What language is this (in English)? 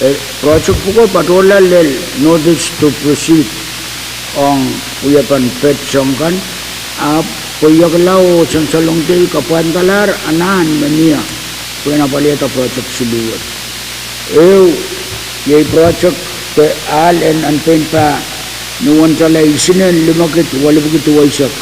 Pohnpeian